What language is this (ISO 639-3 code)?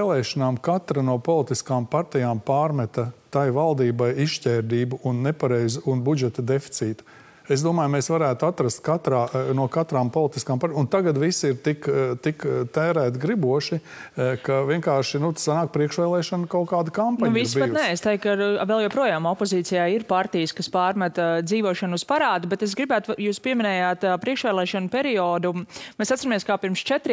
lav